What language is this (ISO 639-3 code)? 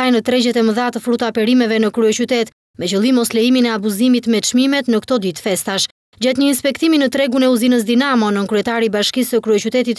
sqi